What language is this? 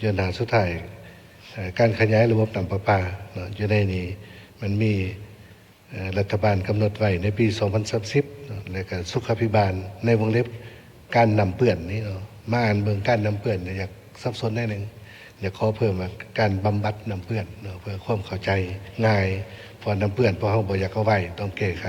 Lao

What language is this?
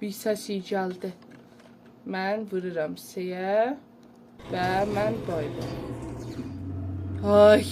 South Azerbaijani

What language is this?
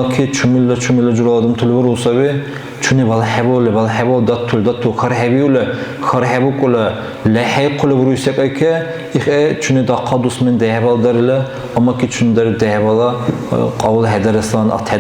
Dargwa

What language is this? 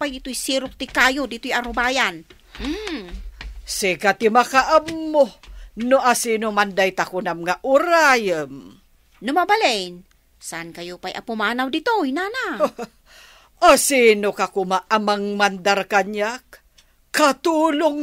Iloko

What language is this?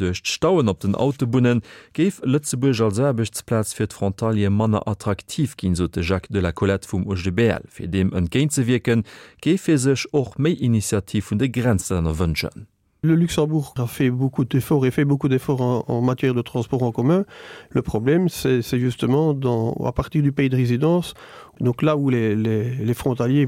Luxembourgish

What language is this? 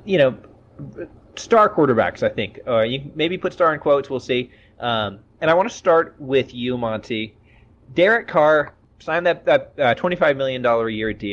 English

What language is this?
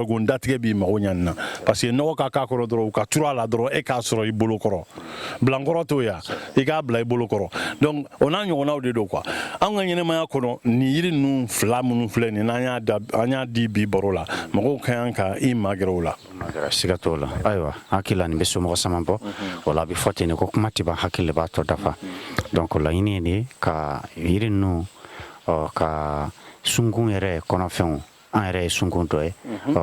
Bambara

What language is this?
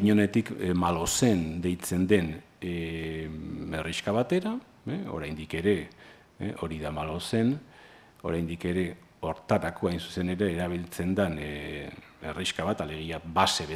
Basque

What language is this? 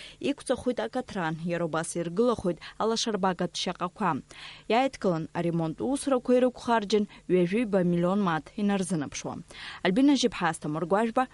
Abkhazian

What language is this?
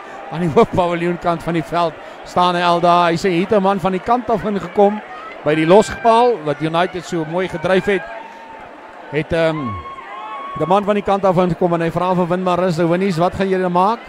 Afrikaans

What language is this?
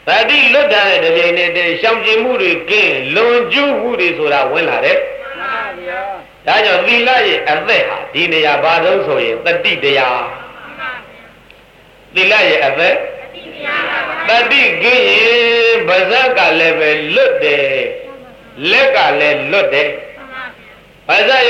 Burmese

